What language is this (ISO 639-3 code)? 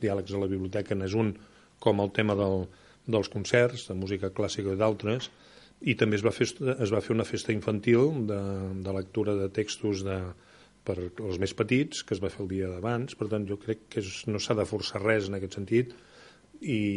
cat